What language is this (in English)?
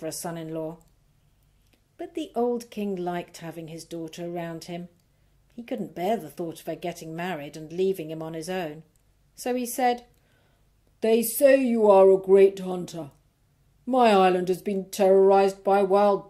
English